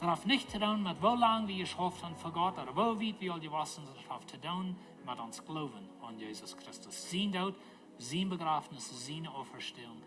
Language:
Plautdietsch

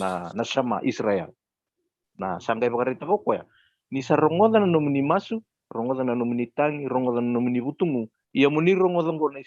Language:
Fijian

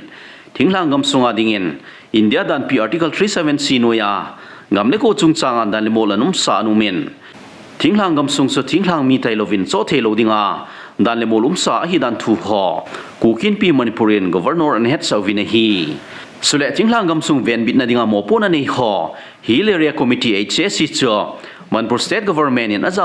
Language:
Thado Chin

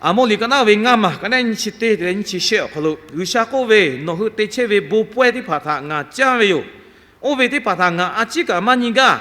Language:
Lahu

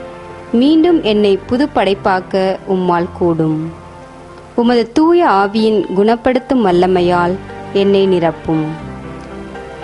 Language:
Tamil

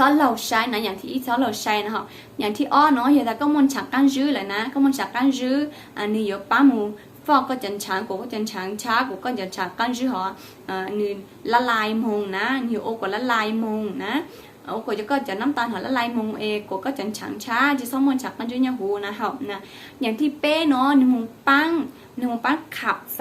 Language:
Hmong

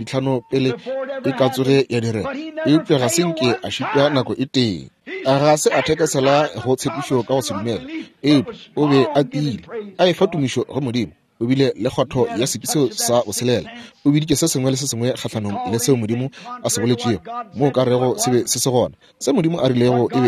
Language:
Northern Sotho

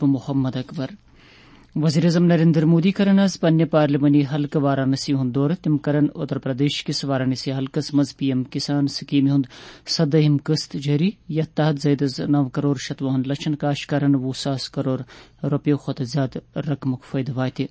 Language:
Kashmiri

